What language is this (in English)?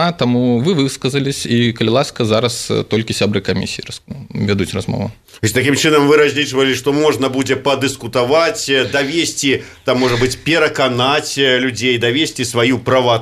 Belarusian